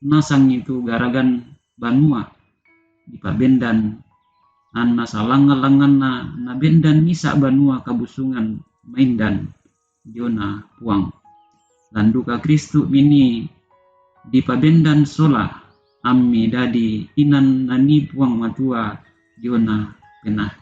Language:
Toraja-Sa'dan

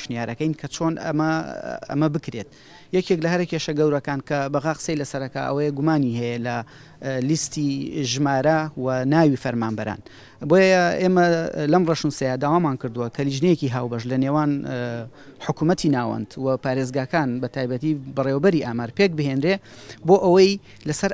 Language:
Central Kurdish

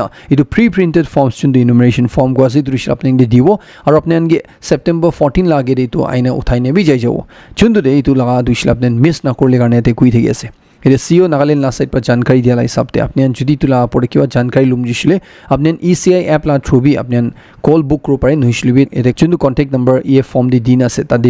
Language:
Naga Pidgin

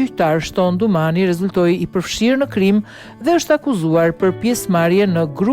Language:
Albanian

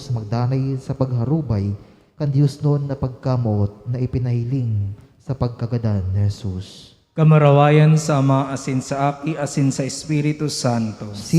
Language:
Bikol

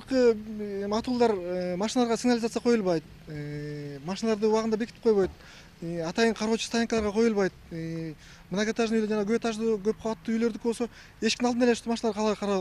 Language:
Kyrgyz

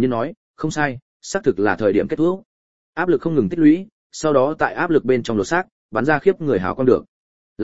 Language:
Vietnamese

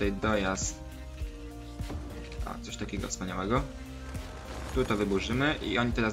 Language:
Polish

